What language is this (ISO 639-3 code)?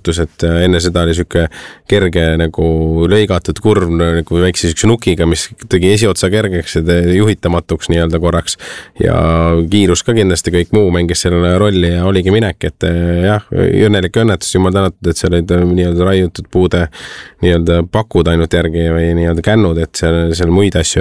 est